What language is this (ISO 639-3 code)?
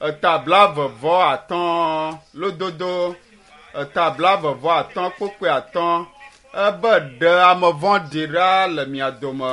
ewe